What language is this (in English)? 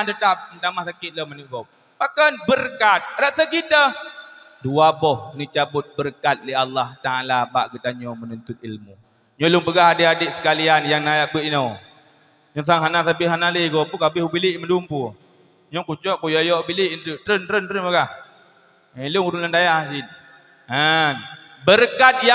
Achinese